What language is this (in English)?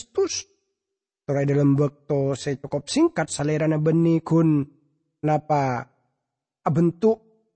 Madurese